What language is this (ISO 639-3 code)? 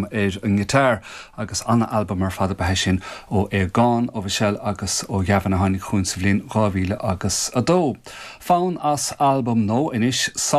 gle